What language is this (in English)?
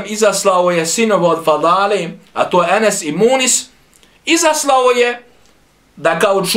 Bosnian